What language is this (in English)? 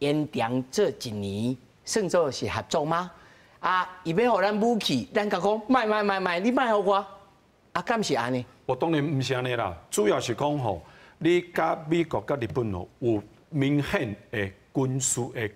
Min Nan Chinese